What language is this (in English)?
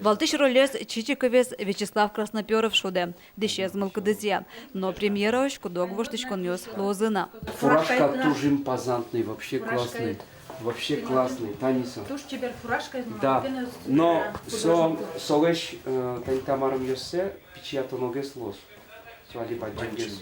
Udmurt